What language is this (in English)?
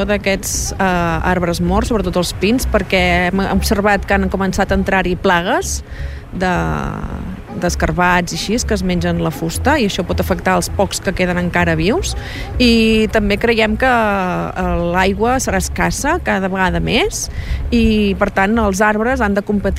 Catalan